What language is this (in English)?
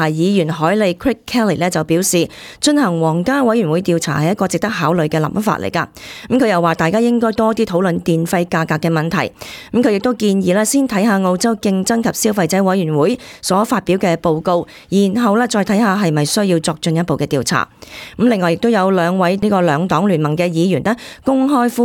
Cantonese